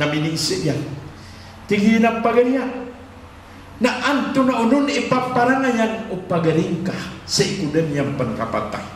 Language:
Maranao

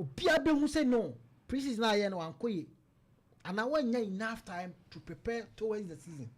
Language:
Akan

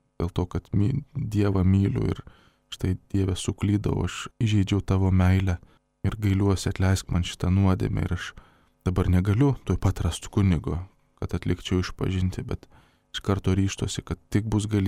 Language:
Lithuanian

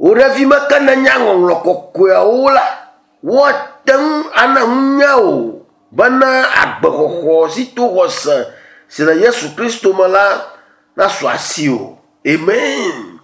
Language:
Ewe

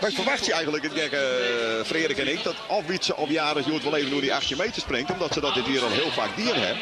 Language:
Western Frisian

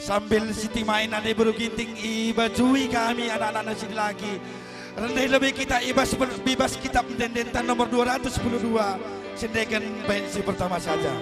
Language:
Batak Karo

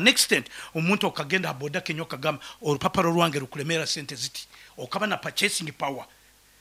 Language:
Nyankole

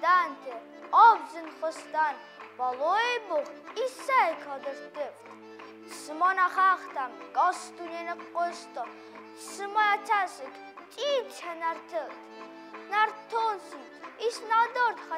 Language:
Ossetic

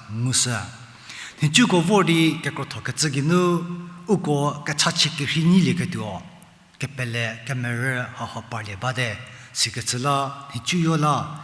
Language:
Angami Naga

